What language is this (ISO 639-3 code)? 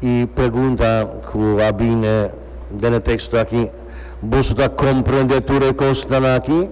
pap